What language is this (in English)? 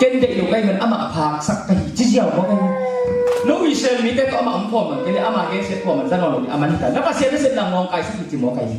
Tedim Chin